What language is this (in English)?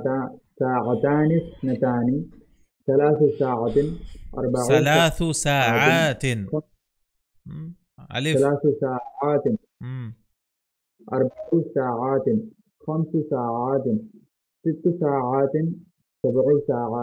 Arabic